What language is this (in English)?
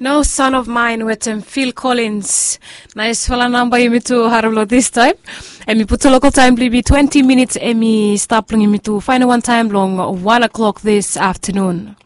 Bislama